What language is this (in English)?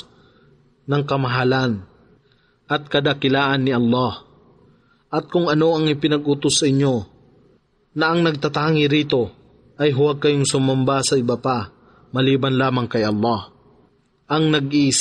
Filipino